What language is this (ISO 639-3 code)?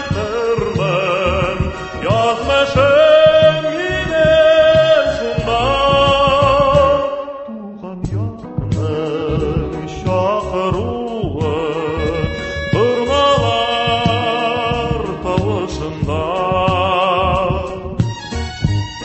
tat